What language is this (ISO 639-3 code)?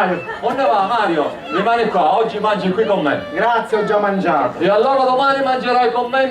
scn